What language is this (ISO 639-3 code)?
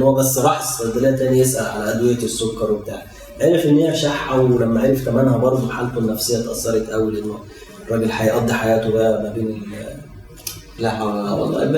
arz